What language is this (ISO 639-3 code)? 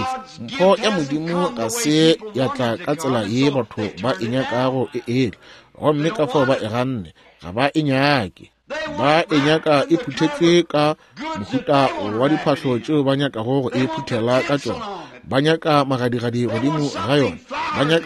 nso